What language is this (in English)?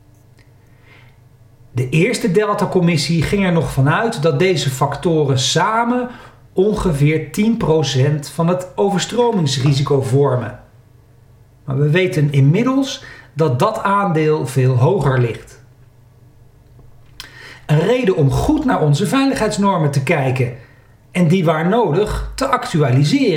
Dutch